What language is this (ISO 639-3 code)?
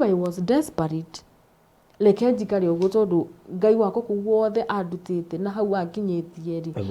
kik